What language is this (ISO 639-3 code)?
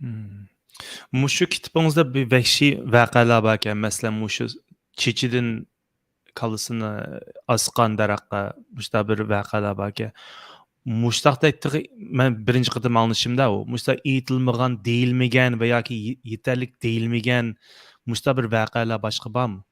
uig